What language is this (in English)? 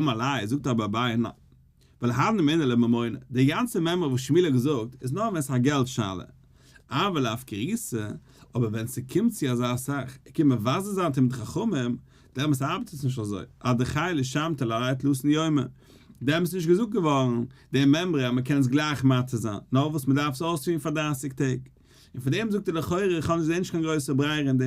Yiddish